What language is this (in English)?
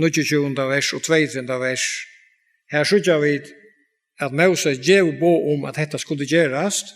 Faroese